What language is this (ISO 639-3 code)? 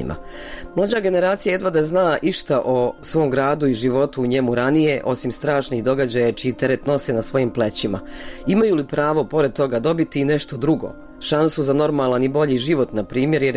hrv